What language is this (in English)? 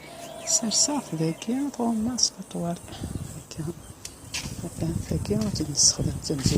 Kabyle